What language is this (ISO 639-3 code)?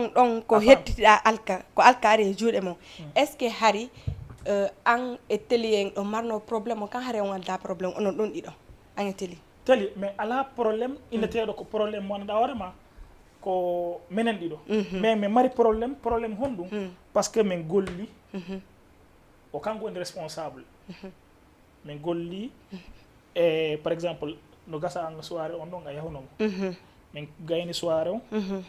ful